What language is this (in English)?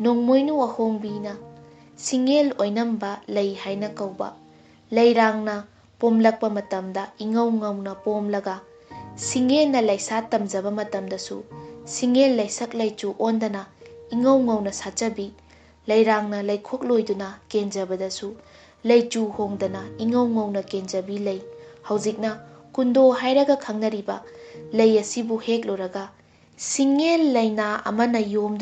Manipuri